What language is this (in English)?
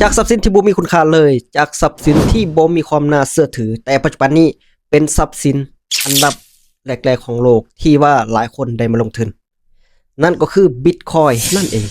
Lao